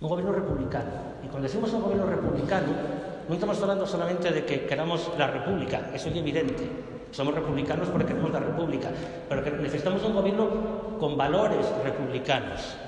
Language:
Asturian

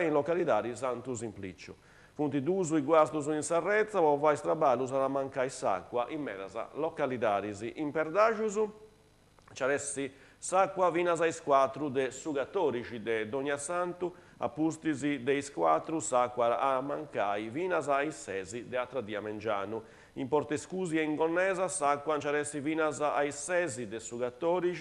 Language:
Sardinian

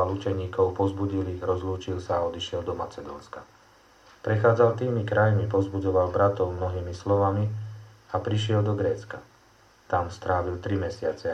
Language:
Slovak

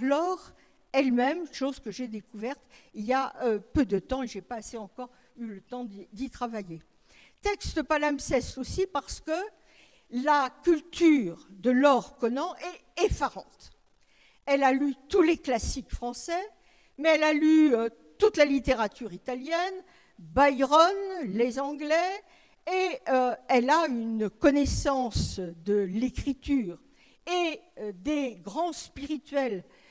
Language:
French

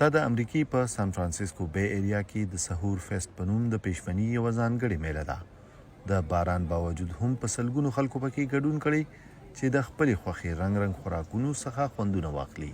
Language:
Pashto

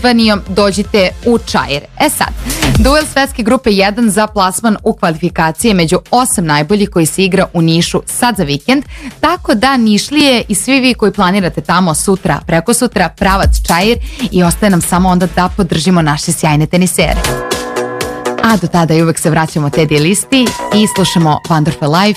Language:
Serbian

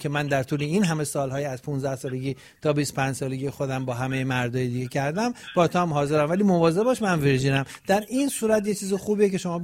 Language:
Persian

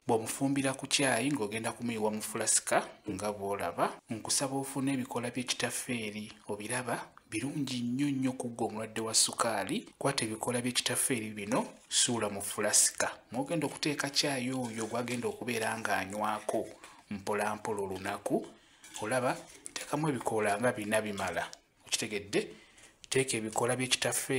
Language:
Ganda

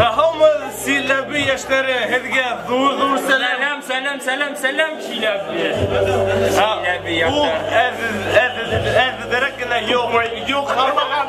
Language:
Bashkir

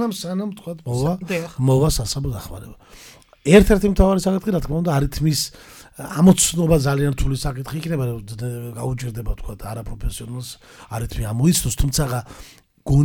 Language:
Georgian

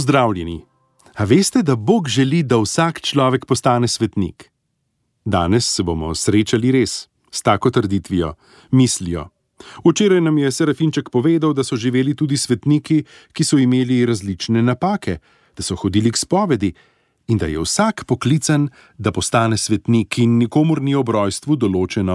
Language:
Slovenian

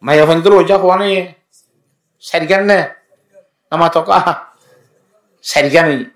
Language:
Rohingya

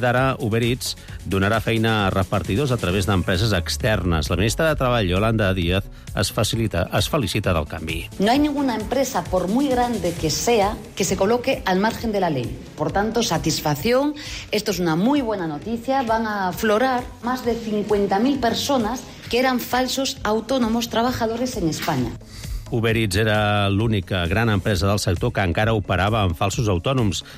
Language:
Catalan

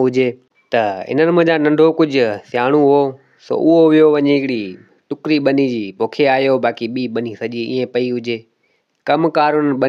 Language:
Sindhi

